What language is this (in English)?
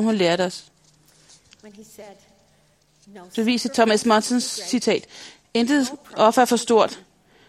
Danish